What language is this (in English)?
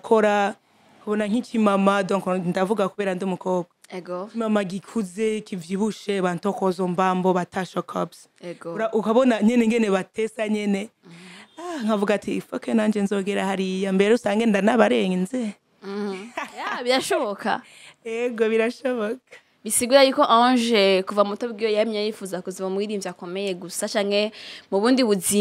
Rundi